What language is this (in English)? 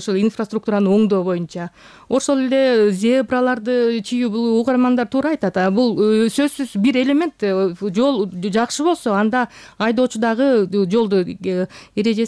Kyrgyz